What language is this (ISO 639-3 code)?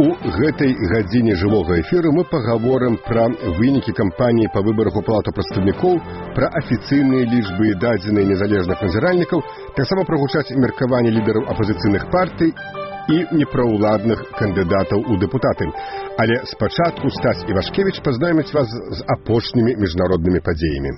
bel